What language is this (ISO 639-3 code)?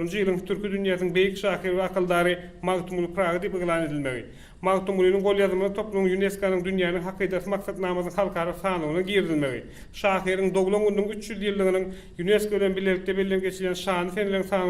tuk